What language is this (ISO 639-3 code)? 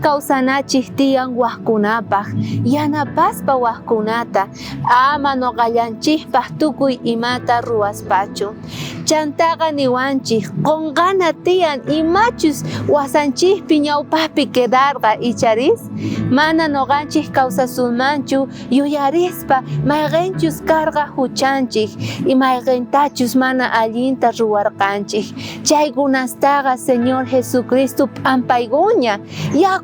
quh